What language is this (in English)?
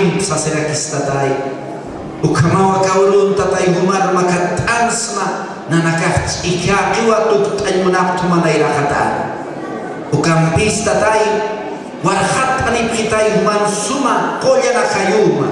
Aymara